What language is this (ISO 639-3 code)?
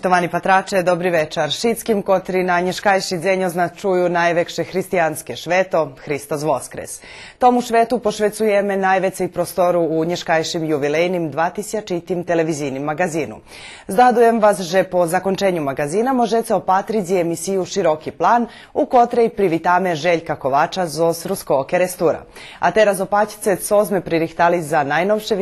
rue